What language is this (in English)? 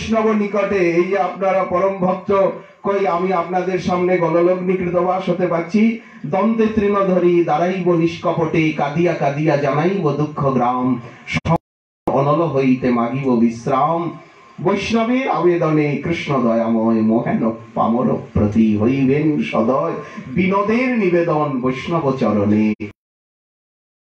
Bangla